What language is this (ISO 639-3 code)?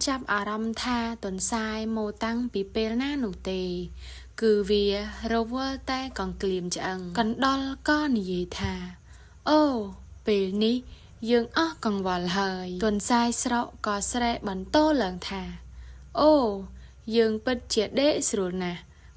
khm